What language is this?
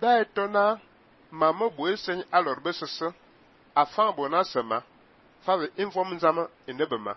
Fang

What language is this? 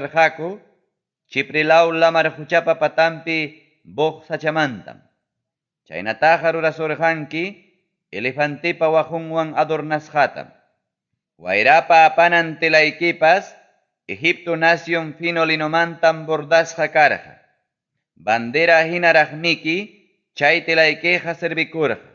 Ayacucho Quechua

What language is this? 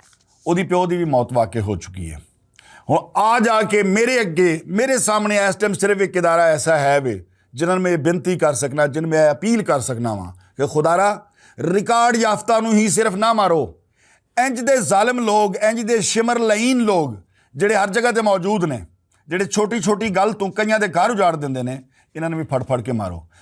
Western Panjabi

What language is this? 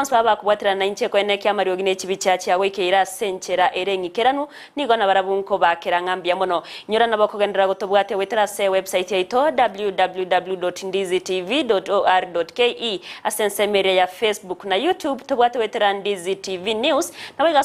Gusii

